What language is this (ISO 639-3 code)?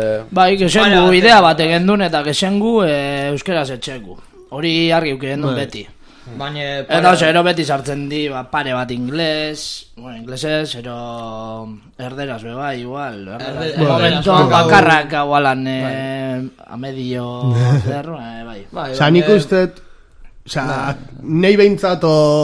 eus